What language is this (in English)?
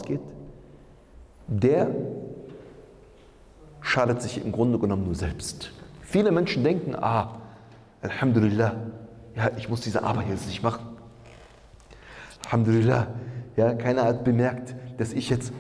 German